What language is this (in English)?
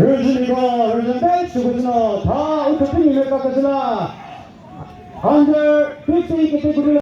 Chokri Naga